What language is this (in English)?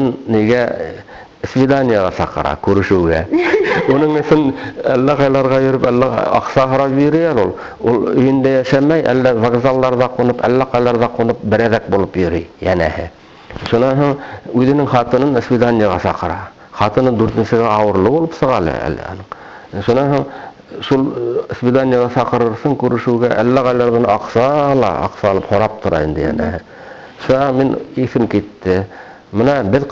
Bashkir